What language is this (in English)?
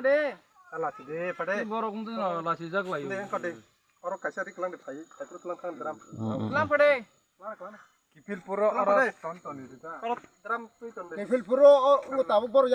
Kok Borok